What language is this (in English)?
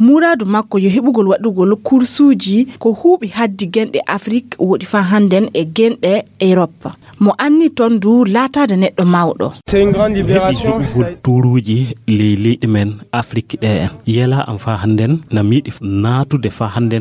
Fula